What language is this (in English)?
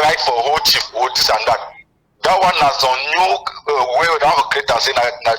Cameroon Pidgin